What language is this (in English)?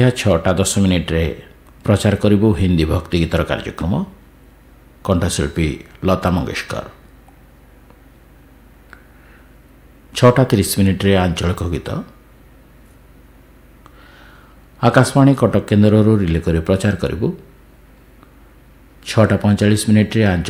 Odia